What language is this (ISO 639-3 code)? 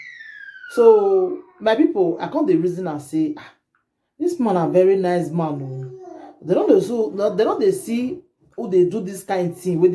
pcm